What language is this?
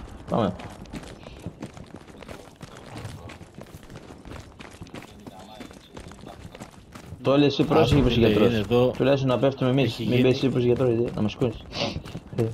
Greek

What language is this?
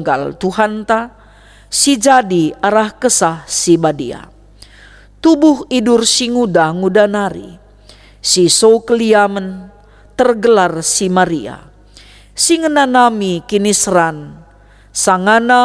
Batak Karo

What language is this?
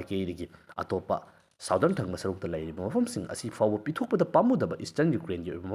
Manipuri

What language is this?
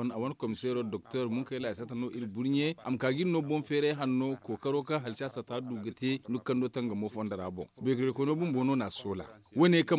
Zarma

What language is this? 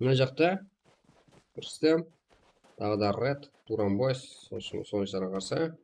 Kara-Kalpak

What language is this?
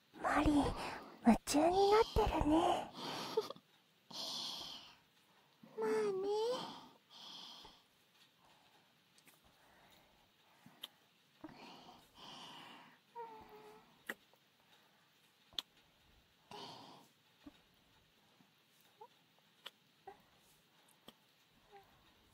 Japanese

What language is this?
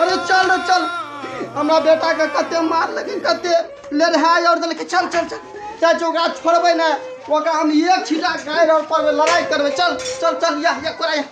Maithili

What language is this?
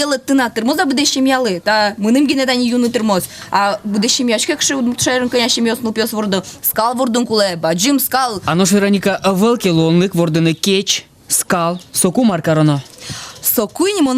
Udmurt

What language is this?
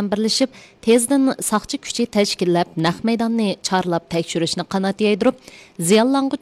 Uyghur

